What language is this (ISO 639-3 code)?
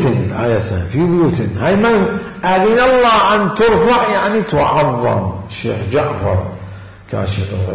acm